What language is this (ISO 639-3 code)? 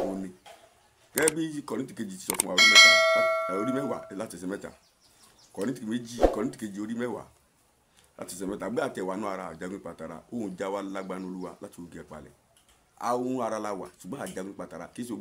yor